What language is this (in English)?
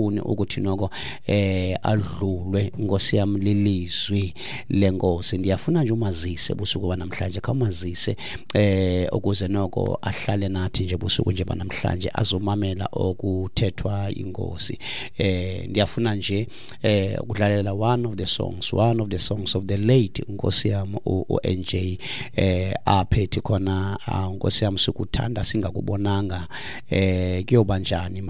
Xhosa